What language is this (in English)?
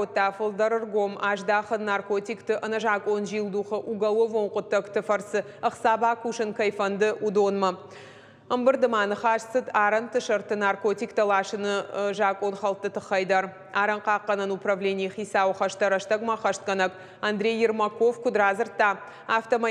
Ossetic